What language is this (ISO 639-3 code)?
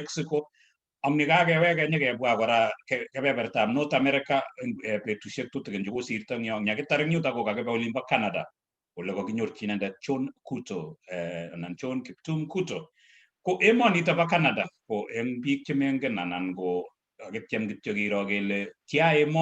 kln